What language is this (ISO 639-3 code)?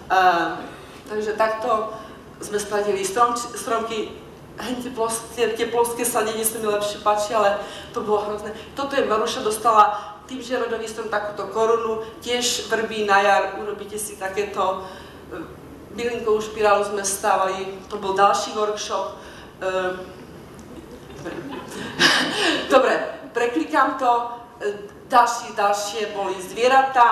slk